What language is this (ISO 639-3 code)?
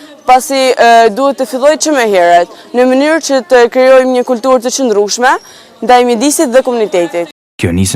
sqi